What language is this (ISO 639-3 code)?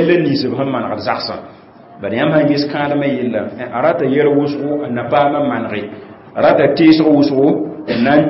mos